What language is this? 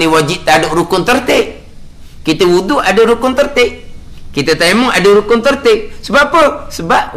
Malay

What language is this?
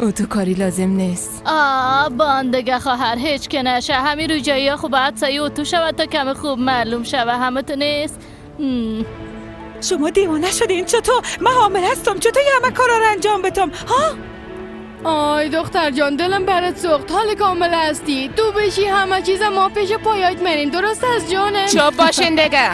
Persian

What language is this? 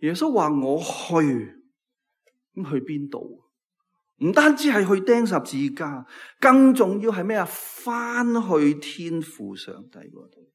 Cantonese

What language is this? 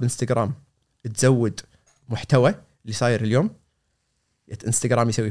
Gulf Arabic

